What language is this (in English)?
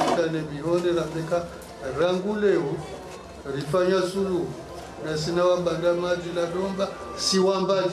Swahili